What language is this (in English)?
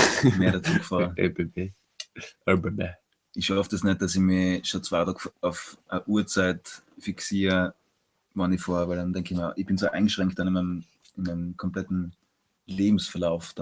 Bavarian